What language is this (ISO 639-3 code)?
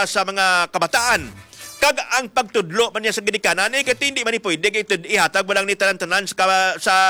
hil